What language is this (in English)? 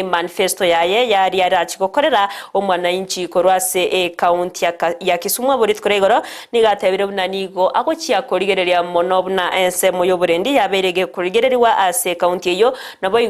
Gusii